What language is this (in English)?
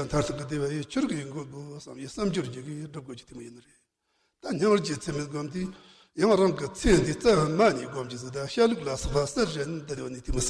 Tibetan